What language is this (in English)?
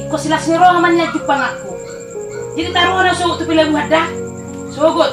Batak Toba